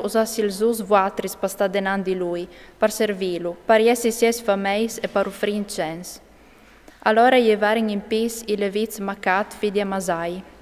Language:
Friulian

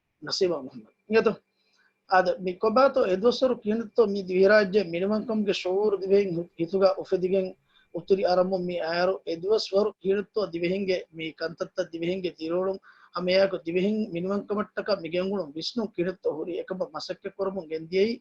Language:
Divehi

